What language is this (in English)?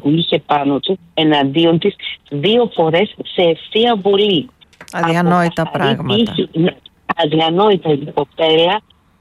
Greek